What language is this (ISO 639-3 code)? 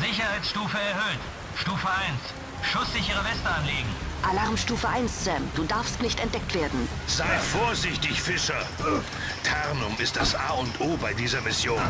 bar